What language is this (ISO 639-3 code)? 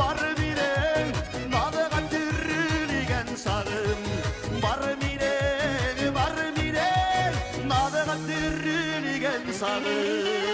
bak